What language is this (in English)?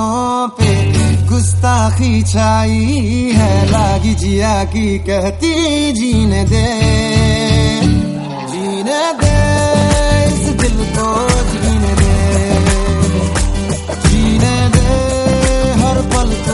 Hindi